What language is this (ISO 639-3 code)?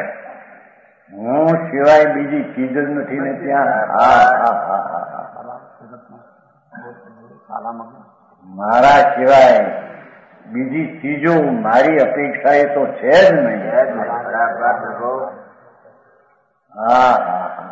guj